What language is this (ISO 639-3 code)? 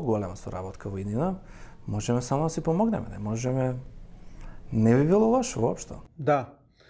mkd